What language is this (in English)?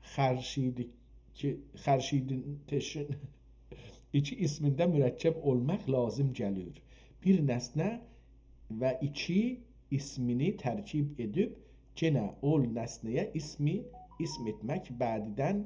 South Azerbaijani